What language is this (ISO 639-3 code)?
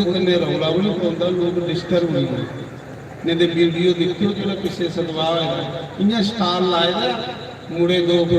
doi